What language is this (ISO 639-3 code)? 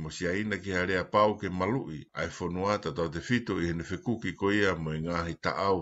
ton